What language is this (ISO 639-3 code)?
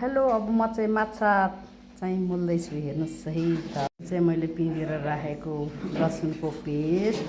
nep